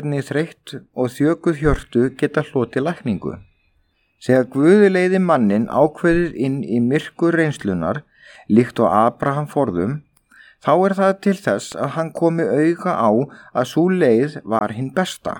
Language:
Icelandic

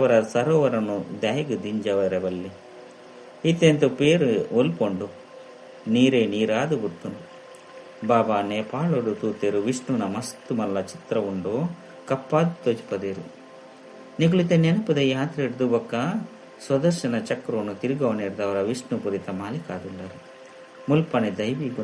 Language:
Tulu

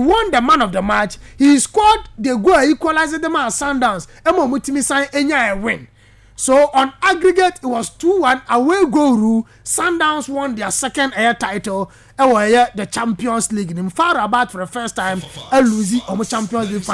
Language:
Akan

